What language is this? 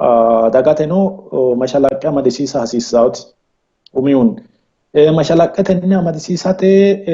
Sidamo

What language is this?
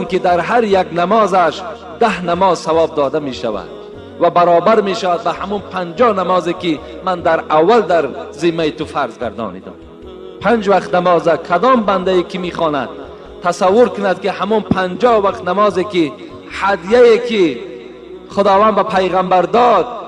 Tajik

